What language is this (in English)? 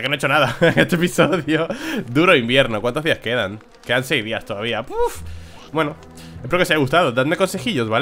Spanish